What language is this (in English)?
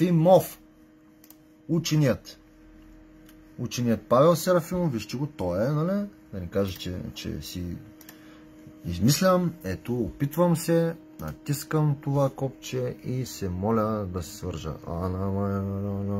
Bulgarian